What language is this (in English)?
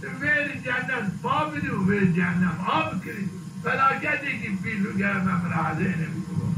Zaza